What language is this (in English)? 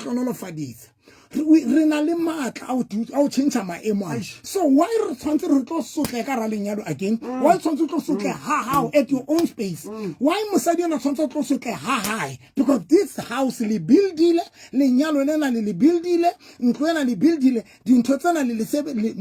Southern Sotho